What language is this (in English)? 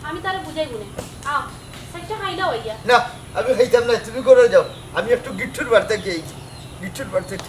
Sylheti